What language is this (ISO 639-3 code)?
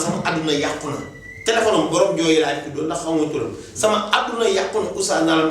wol